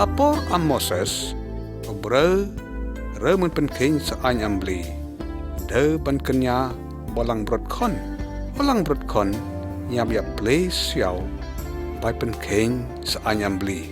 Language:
Lyngngam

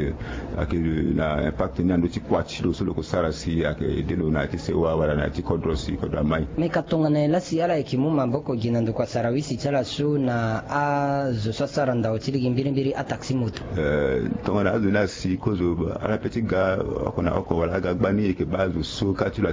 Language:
Sango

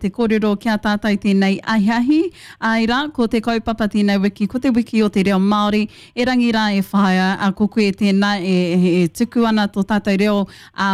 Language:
Māori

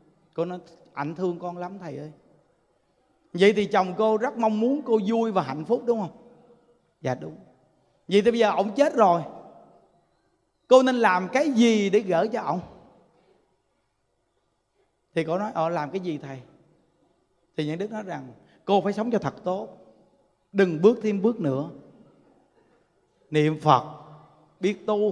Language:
Vietnamese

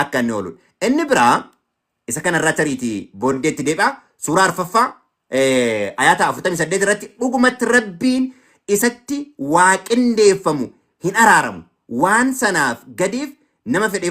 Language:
Oromo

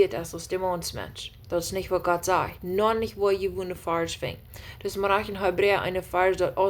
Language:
Plautdietsch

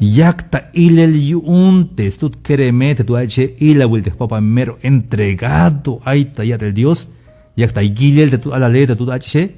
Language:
Tzeltal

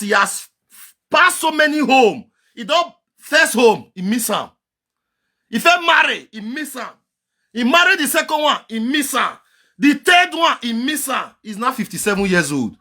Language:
Nigerian Pidgin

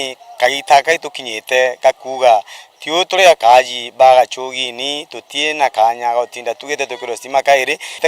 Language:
Meru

